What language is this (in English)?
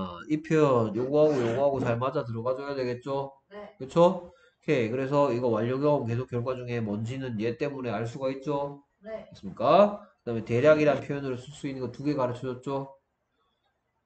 Korean